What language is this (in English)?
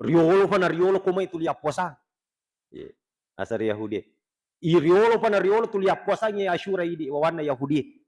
Buginese